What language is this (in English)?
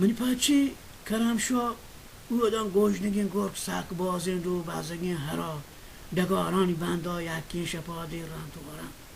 Baluchi